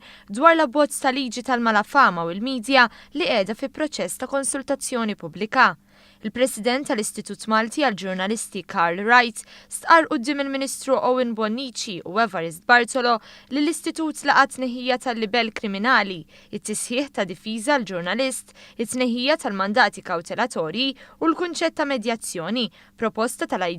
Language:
Maltese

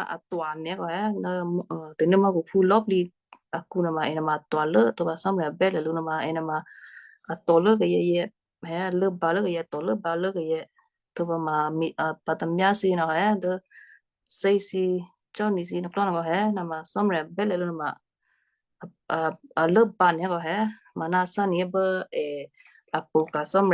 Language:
Western Kayah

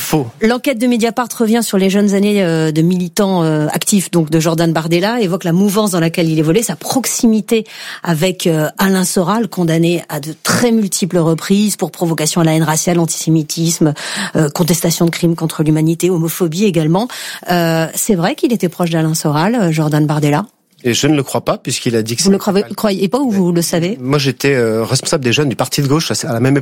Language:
French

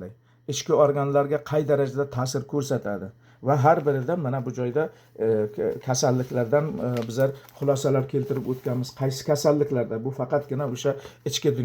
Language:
Uzbek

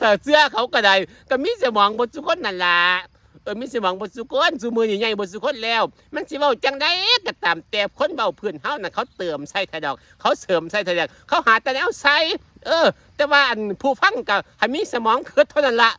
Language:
Northeastern Thai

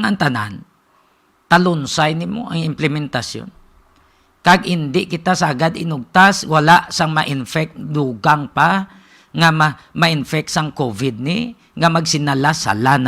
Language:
Hiligaynon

